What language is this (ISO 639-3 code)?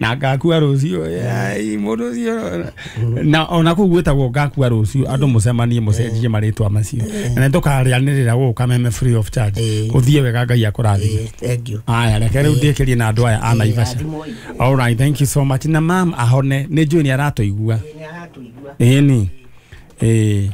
kik